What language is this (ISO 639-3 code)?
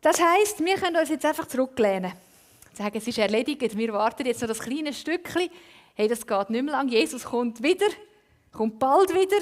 gsw